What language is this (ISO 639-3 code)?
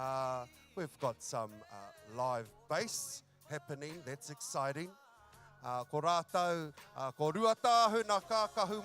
mri